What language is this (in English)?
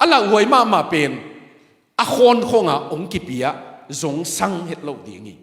Tedim Chin